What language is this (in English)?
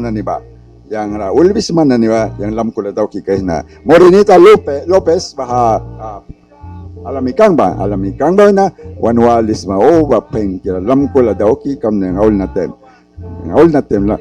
Mískito